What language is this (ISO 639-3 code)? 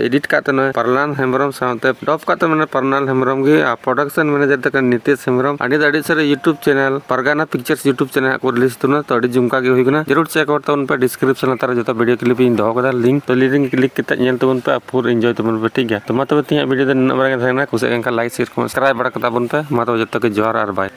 sat